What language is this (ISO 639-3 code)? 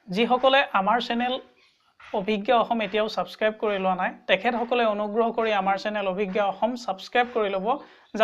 asm